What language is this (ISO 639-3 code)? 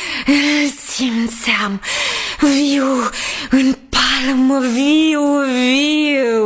ron